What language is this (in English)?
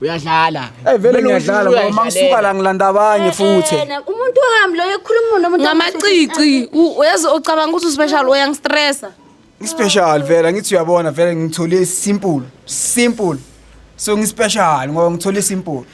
Zulu